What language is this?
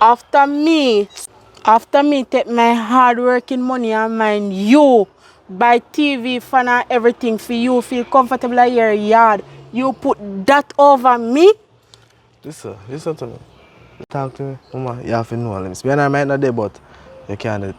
Jamaican Creole English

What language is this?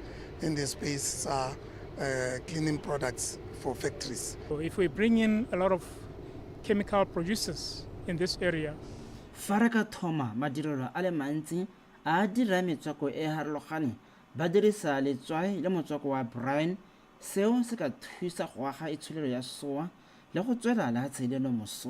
Tswana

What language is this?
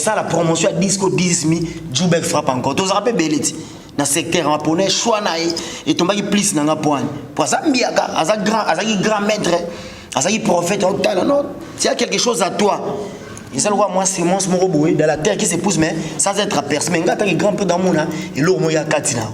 Lingala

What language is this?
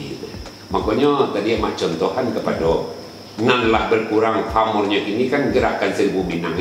Minangkabau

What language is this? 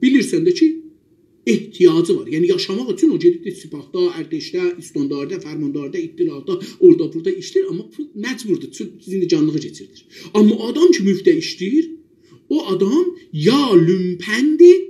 South Azerbaijani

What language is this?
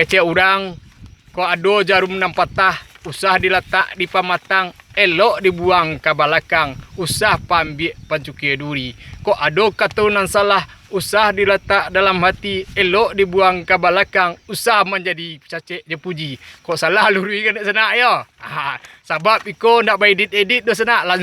Minangkabau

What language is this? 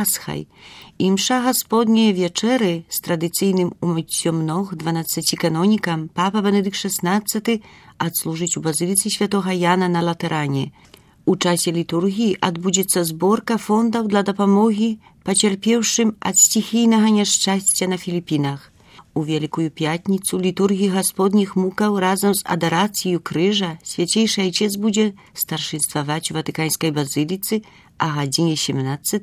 Belarusian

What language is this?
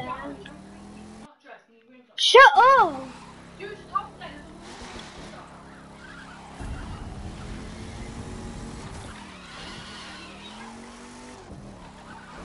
English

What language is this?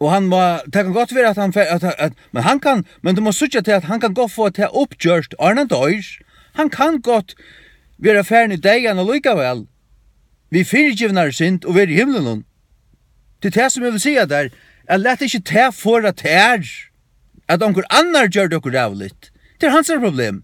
Faroese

